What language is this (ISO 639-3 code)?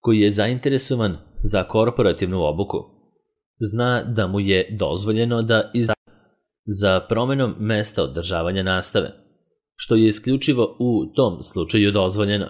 srp